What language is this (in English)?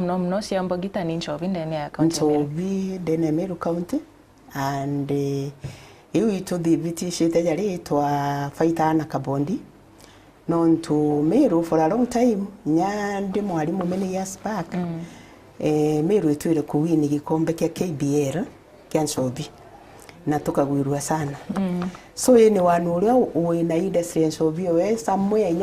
Meru